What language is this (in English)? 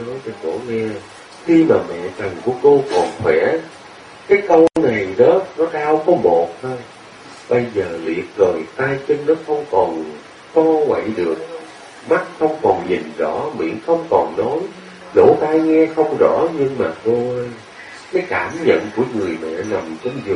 Vietnamese